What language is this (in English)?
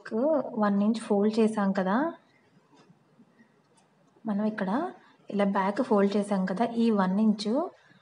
Telugu